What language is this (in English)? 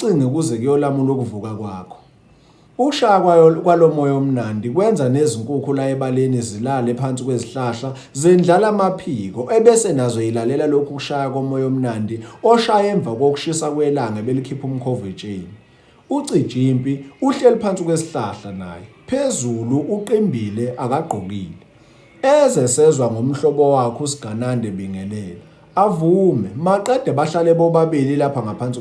Zulu